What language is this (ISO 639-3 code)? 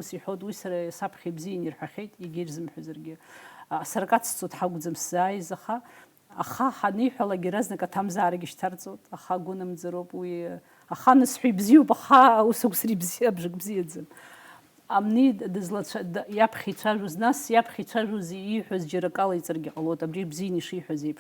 abk